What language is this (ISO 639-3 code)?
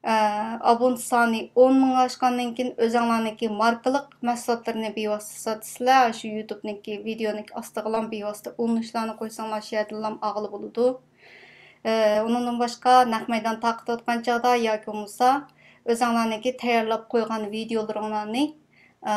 uig